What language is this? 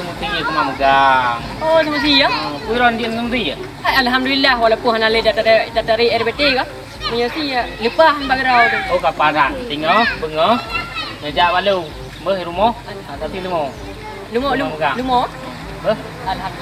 Achinese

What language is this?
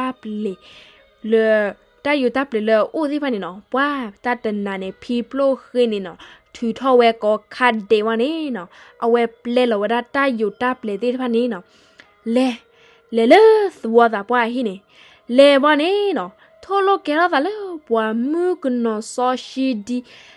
S'gaw Karen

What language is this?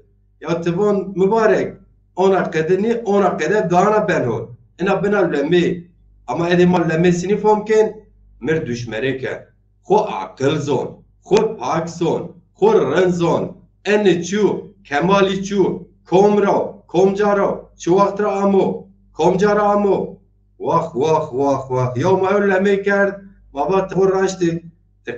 Zaza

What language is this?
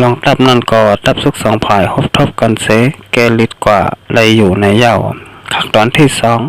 Shan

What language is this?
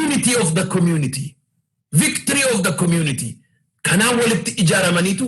Oromo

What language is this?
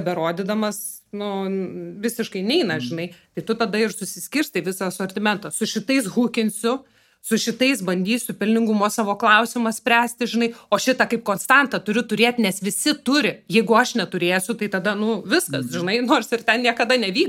Lithuanian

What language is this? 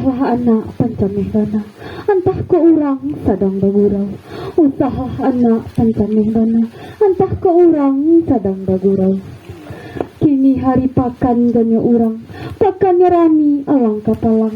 Minangkabau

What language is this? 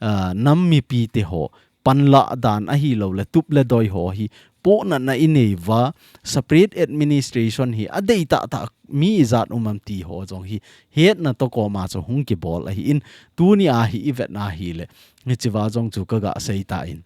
Thado Chin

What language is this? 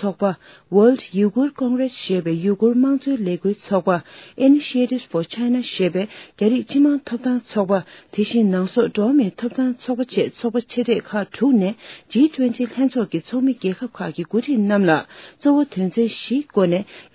Tibetan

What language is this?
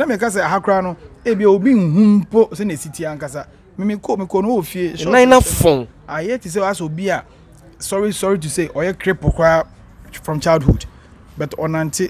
Akan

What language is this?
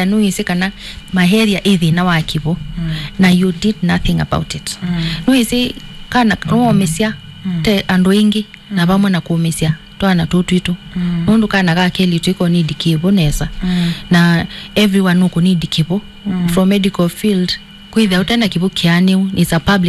Kamba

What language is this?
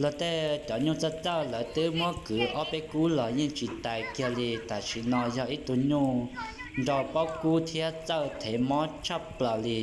Hmong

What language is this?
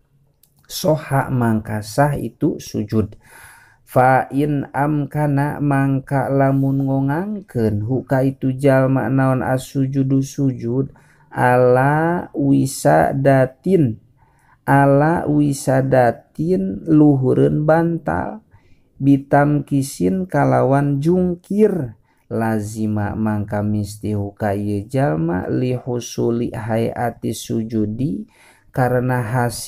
Sundanese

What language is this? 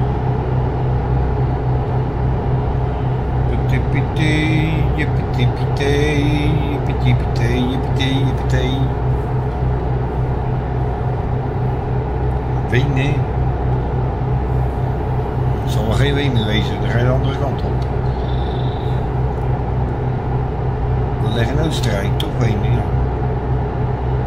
Dutch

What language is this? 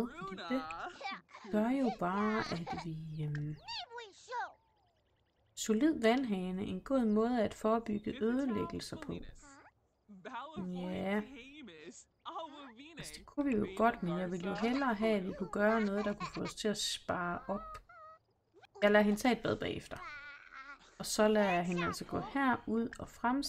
Danish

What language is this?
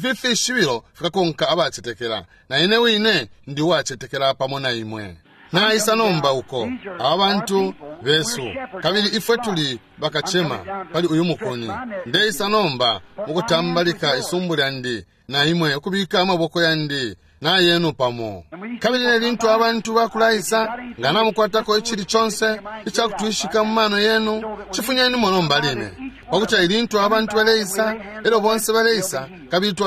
Bemba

